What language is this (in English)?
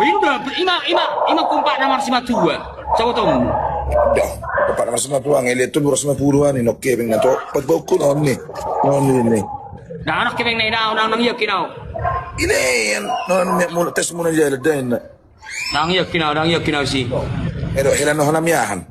Batak Toba